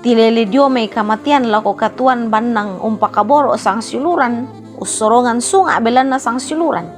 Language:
Toraja-Sa'dan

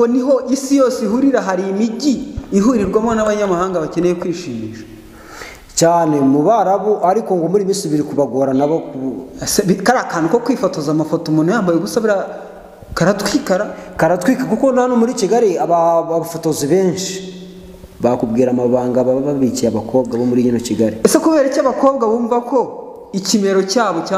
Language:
Kinyarwanda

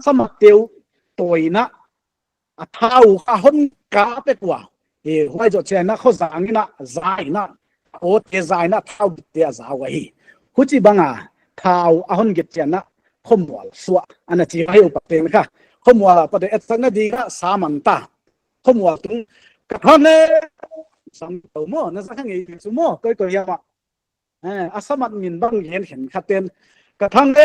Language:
Paite Chin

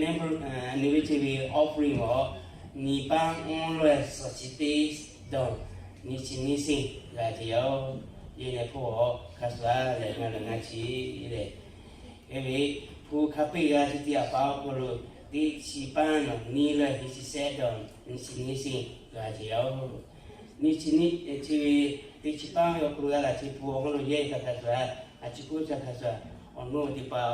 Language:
Lahu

